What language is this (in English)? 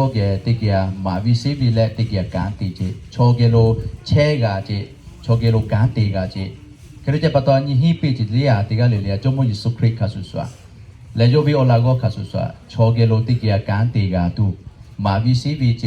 Lahu